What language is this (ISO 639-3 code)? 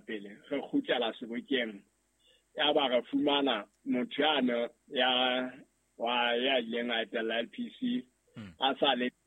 sot